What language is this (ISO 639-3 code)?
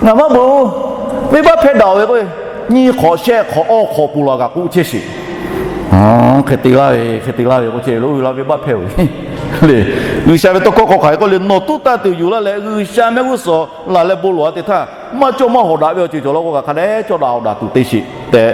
lhu